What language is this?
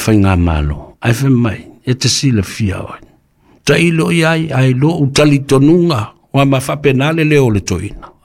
Samoan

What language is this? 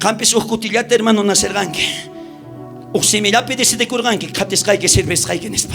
South Bolivian Quechua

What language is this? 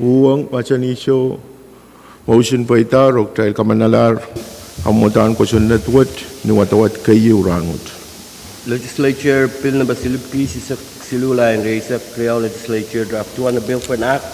Pohnpeian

